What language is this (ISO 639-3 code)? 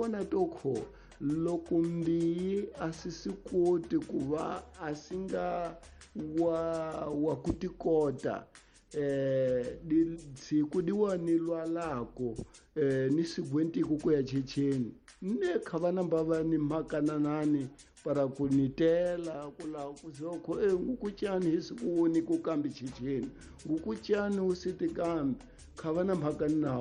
tso